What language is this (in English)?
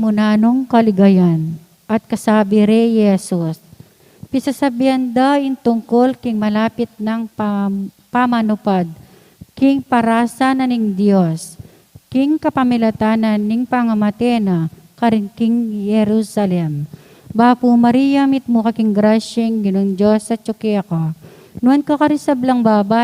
Pampanga